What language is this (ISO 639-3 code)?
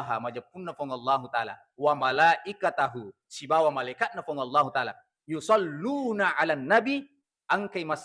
bug